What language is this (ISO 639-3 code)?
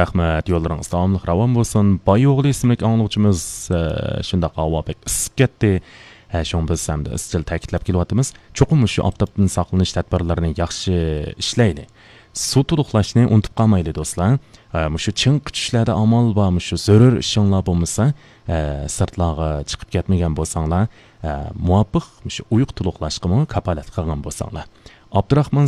uig